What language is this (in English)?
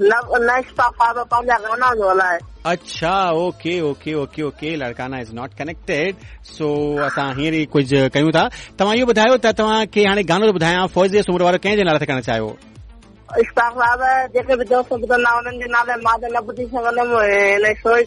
Sindhi